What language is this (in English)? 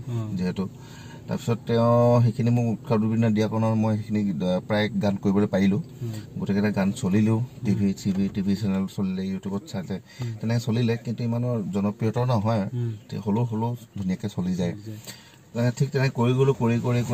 Assamese